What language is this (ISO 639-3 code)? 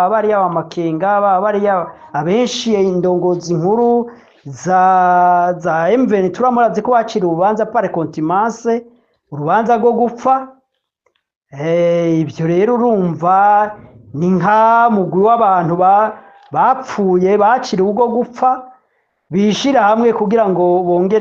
run